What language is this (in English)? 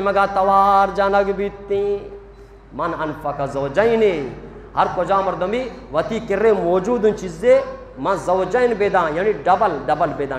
Eastern Balochi